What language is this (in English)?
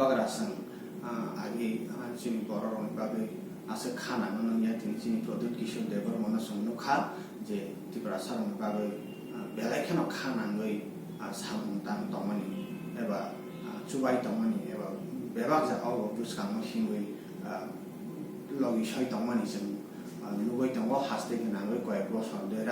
Kok Borok